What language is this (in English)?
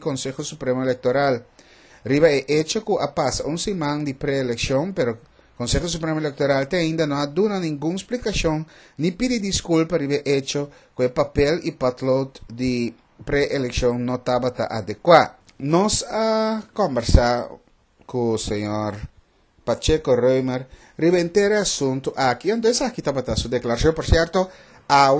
Papiamento